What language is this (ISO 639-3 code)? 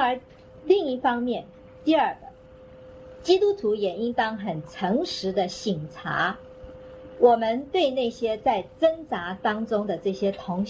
zho